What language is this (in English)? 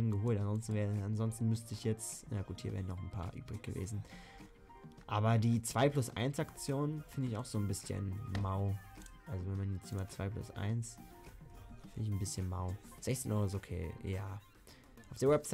German